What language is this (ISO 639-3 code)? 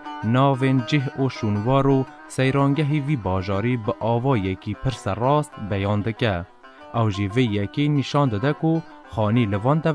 kur